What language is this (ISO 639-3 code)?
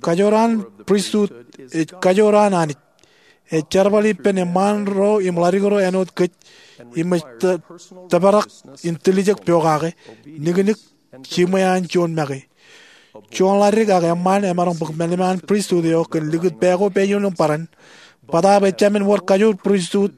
mah